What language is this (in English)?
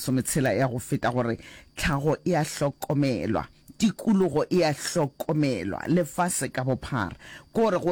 Northern Sotho